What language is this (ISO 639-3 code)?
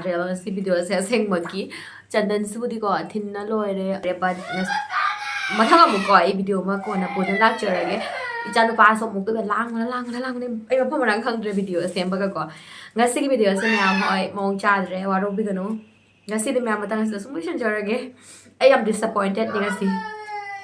mni